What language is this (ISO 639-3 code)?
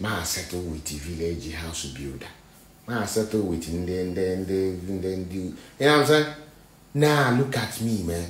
pcm